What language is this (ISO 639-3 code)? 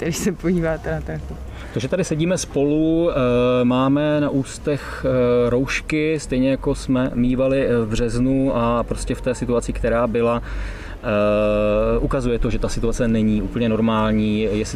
ces